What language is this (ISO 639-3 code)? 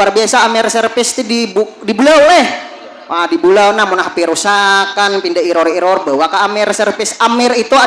bjn